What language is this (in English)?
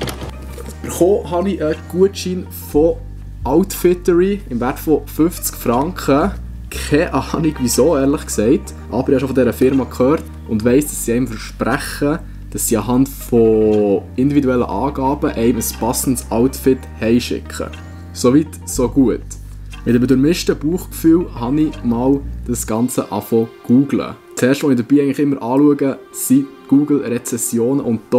Swiss German